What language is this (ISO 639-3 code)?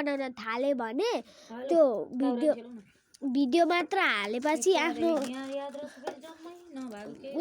nep